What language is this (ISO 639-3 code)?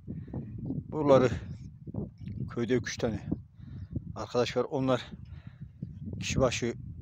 tur